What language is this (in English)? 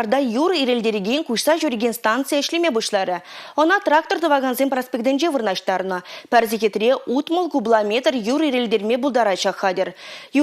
Chuvash